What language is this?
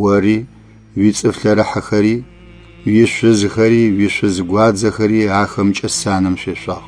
Adyghe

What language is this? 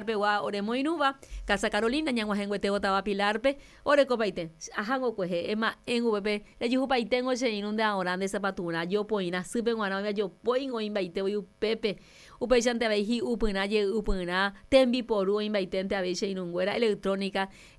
Guarani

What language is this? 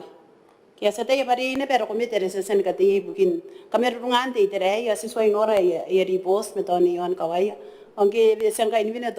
Gilbertese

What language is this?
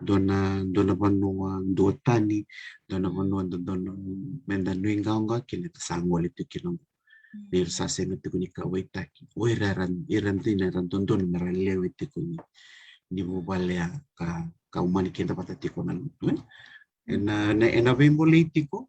Fijian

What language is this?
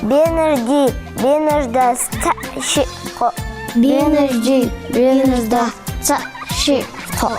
Ingush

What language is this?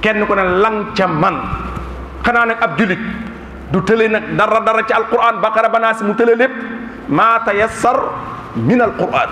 Wolof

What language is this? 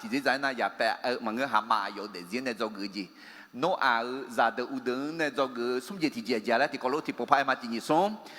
Akha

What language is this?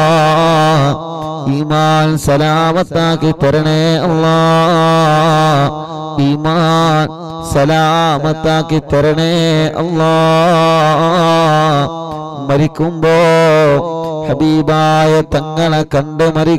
Malayalam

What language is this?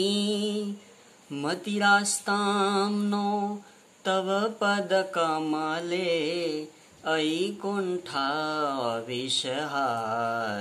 Sanskrit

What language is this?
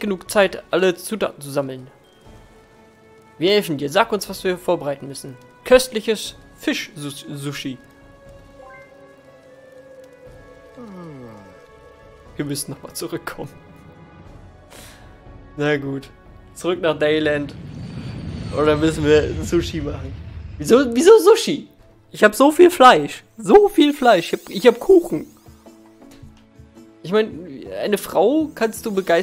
German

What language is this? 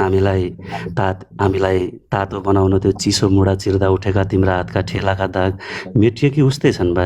Nepali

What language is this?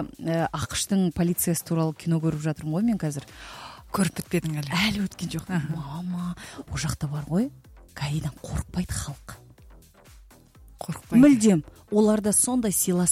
Kazakh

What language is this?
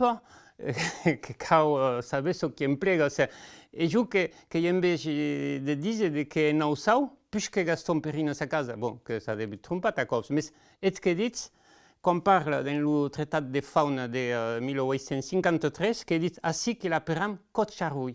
Occitan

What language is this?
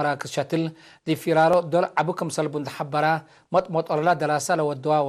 Tigre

